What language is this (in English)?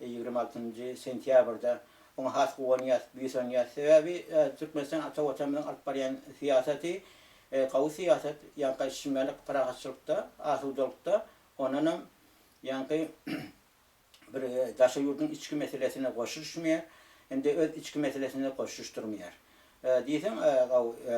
Turkmen